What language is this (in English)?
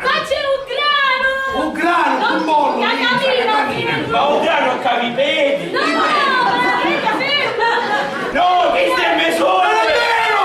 Sicilian